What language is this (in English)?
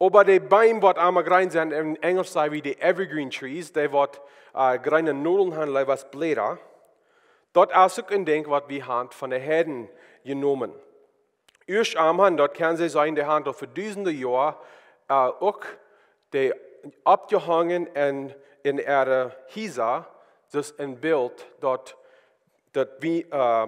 Plautdietsch